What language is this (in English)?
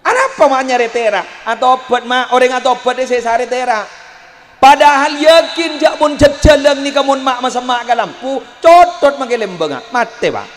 Madurese